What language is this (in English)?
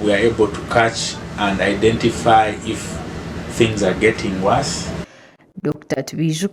Nyankole